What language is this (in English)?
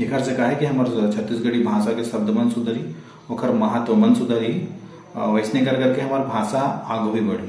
Chhattisgarhi